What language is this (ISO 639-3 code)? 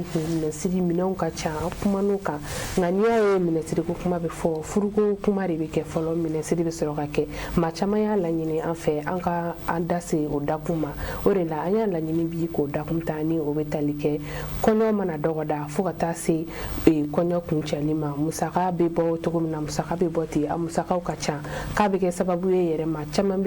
bam